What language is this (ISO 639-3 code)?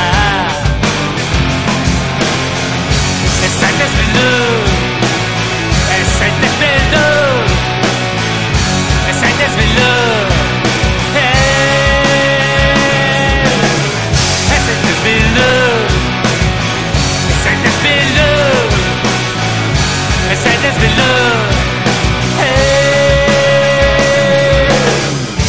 eus